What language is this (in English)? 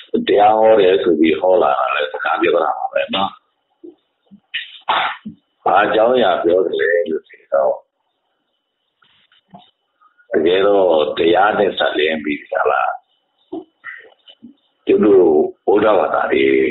Burmese